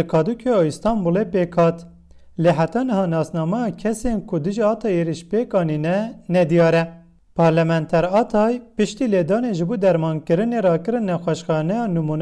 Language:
Kurdish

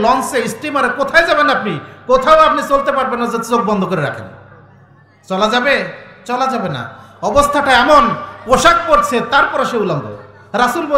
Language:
Bangla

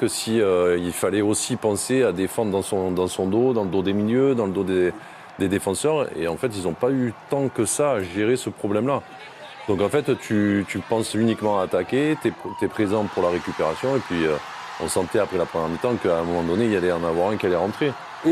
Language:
French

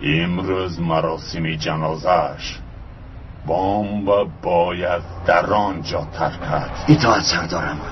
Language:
Tajik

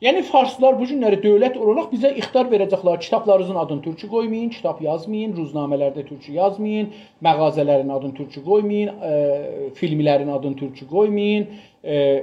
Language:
South Azerbaijani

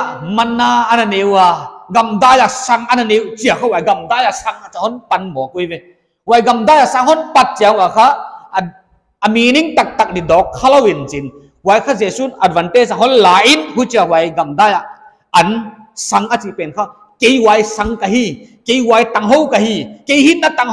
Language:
Paite Chin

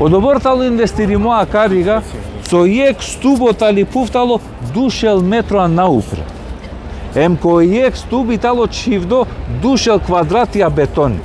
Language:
Balkan Romani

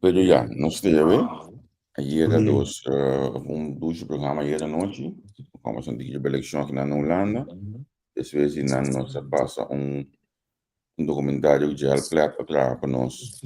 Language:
Papiamento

